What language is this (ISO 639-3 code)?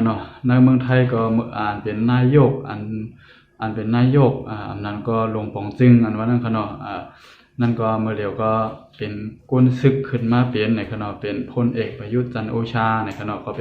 shn